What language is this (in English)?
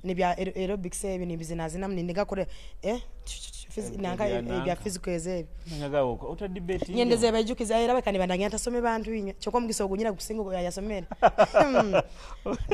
Nyoro